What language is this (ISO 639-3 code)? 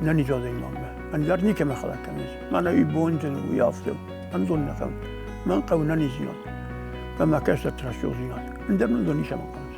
oss